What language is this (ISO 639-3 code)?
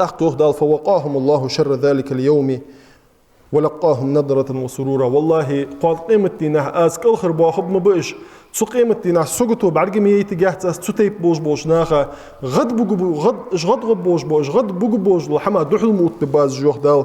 inh